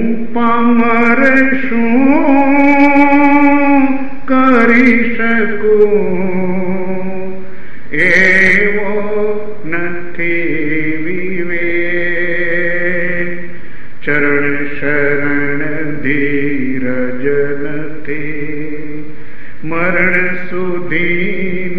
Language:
Gujarati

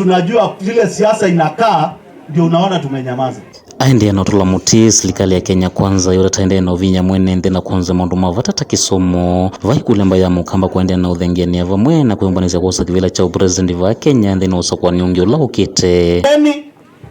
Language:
Kamba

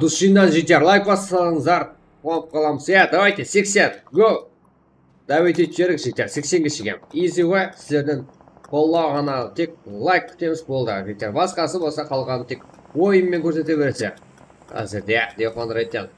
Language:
Kara-Kalpak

